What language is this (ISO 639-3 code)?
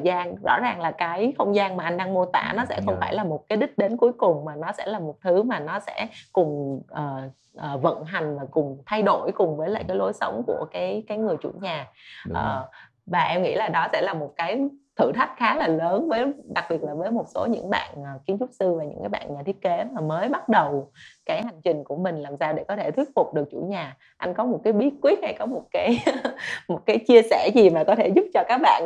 vie